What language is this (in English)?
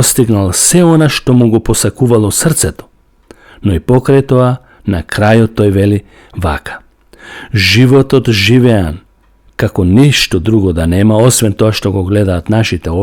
Macedonian